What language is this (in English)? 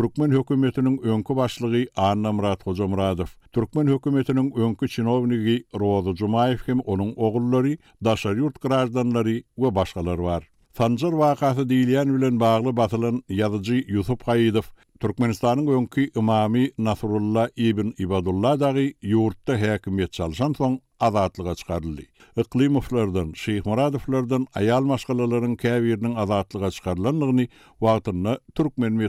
Turkmen